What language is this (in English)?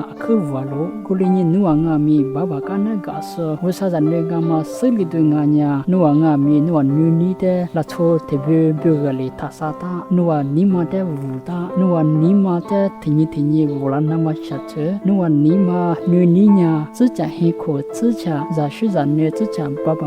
Lisu